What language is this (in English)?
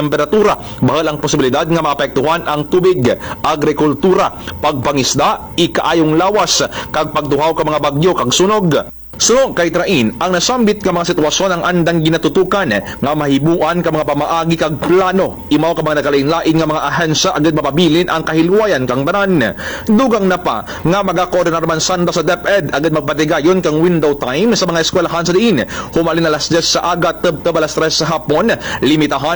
Kinaray-a